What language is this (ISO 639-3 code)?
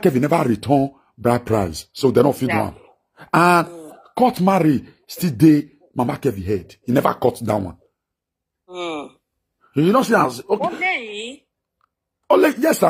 pcm